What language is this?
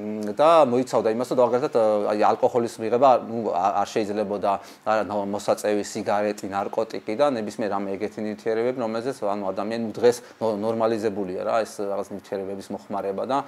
Georgian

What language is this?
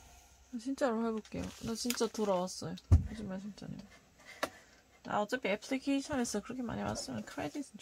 Korean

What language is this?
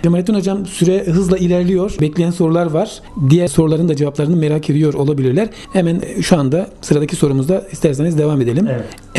Turkish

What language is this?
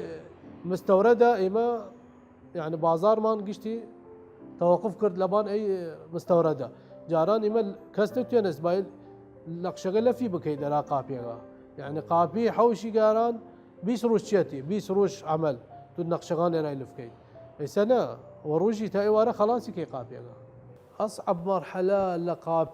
Southern Kurdish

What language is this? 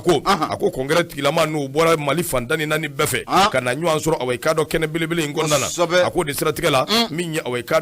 Bambara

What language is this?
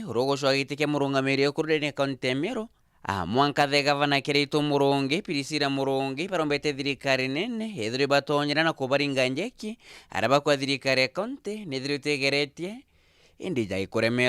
Meru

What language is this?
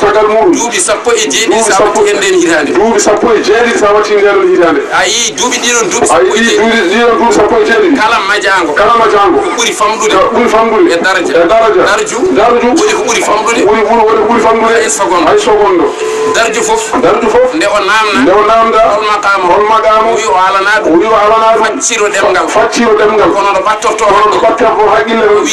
Fula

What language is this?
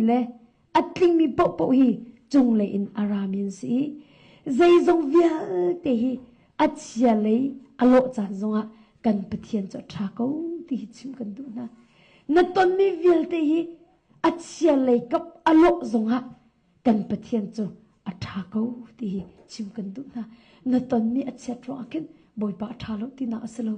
Hakha Chin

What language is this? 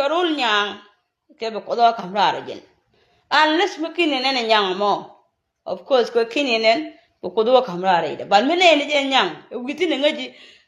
Nuer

